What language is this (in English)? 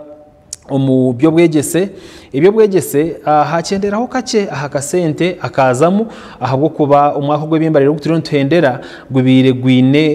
Nyankole